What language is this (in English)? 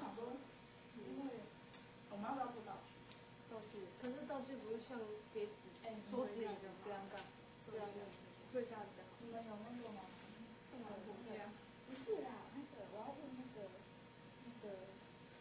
Chinese